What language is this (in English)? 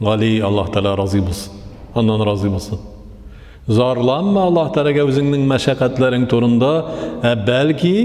Tatar